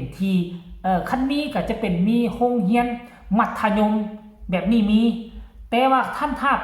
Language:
Lao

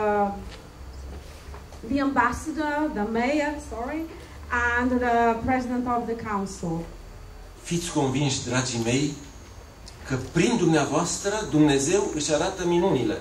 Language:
Romanian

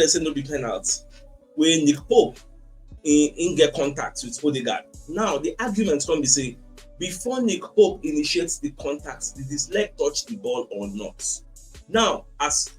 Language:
Nigerian Pidgin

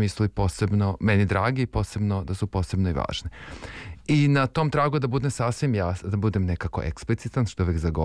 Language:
Serbian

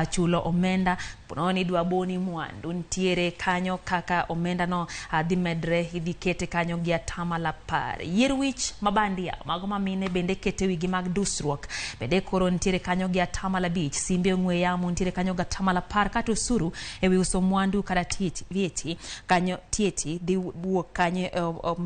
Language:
Luo (Kenya and Tanzania)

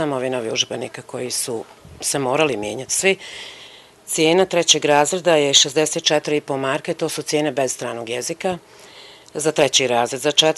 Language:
Bosnian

